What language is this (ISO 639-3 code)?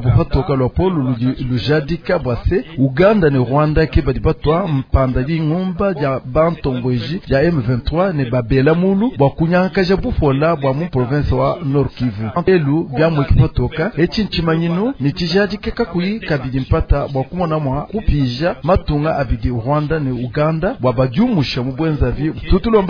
lua